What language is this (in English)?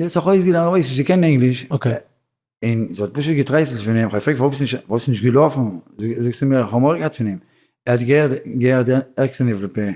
Yiddish